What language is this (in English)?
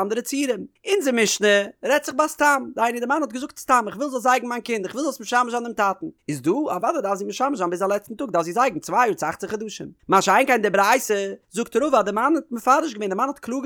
Yiddish